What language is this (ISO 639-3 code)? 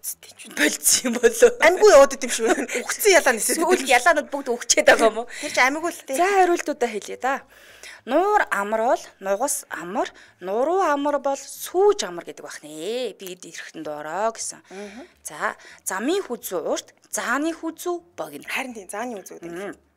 mon